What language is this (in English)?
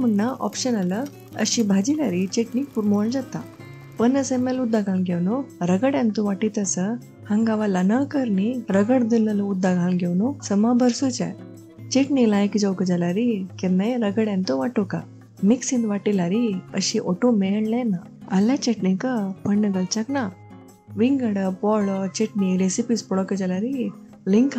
Konkani